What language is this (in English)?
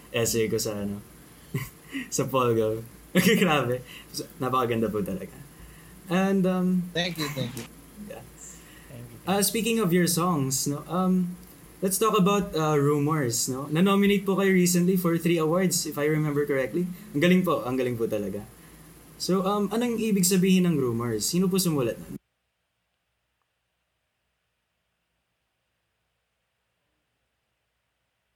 Filipino